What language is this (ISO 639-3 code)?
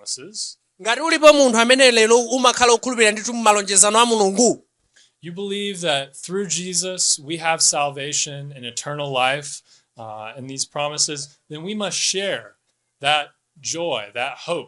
nya